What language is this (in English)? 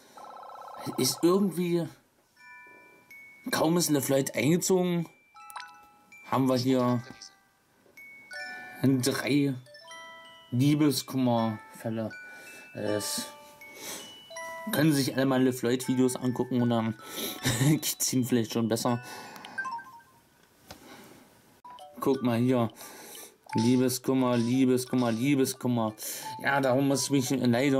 German